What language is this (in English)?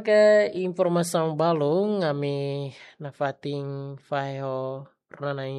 Tetum